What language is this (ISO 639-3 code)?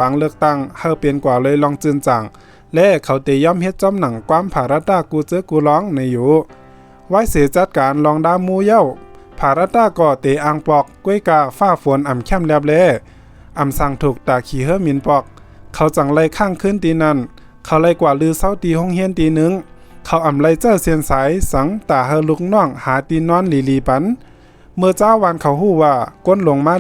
shn